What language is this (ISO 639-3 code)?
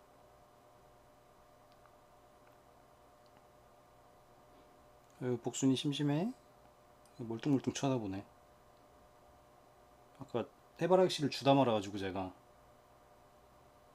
kor